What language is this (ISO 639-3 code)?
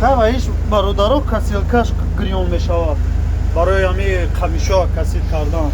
tgk